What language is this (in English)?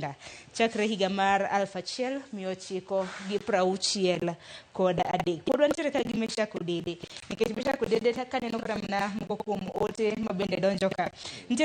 Luo (Kenya and Tanzania)